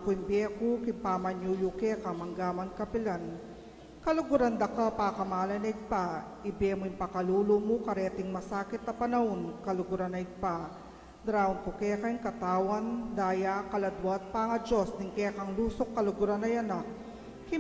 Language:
Pampanga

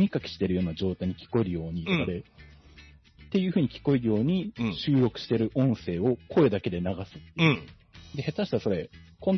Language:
Japanese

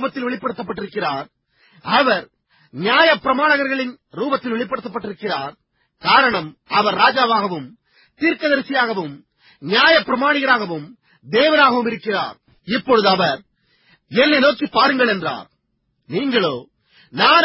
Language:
Tamil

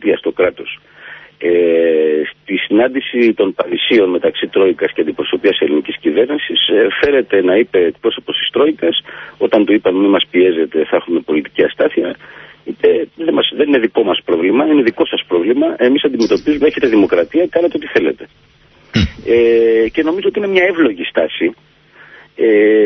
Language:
Greek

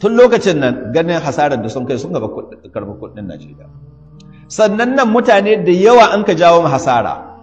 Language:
Hausa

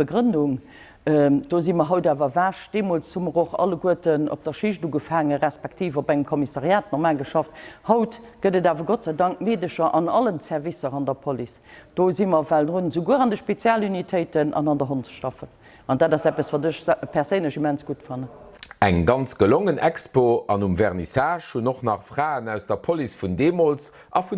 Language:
Luxembourgish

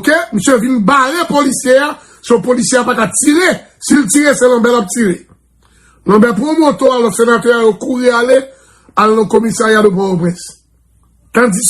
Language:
Haitian Creole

